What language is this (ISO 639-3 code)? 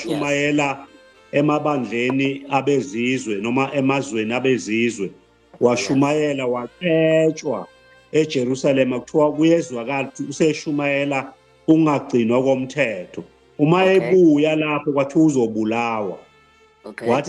zul